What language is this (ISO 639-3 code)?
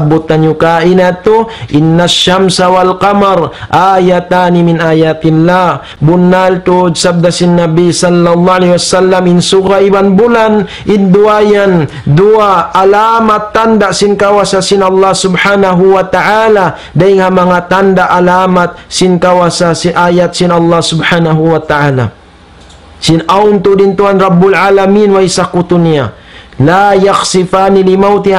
tsg